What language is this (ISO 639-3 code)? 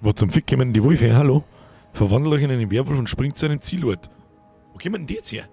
bar